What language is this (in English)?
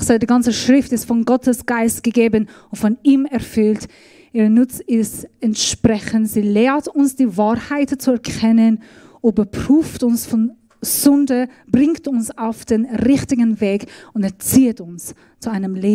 Swiss German